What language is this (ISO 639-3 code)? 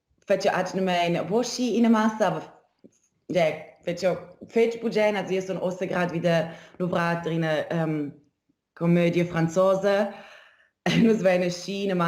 roh